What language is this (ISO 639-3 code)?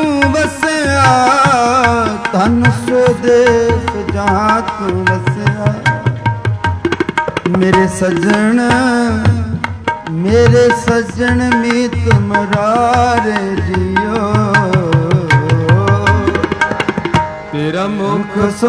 pan